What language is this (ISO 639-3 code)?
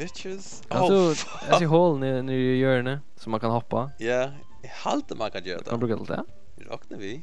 fao